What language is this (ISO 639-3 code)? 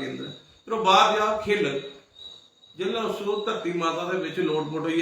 doi